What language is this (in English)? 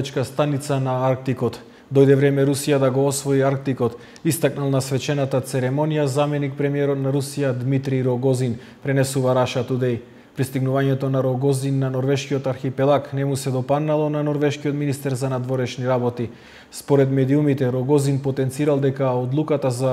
Macedonian